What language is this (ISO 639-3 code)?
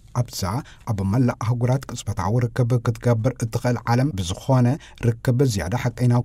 tir